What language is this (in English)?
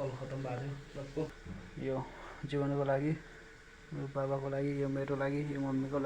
Nepali